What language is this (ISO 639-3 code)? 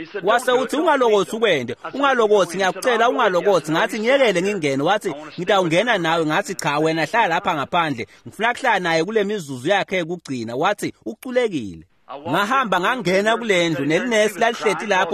ssw